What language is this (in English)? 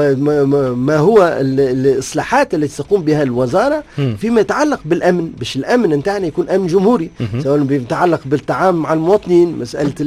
Tunisian Arabic